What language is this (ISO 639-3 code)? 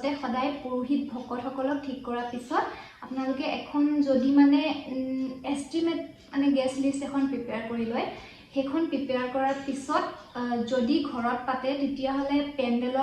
asm